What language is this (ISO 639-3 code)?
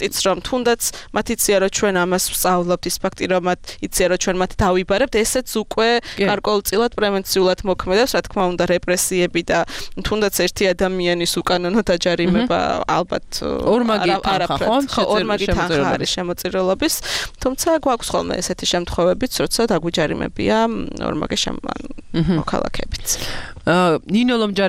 kat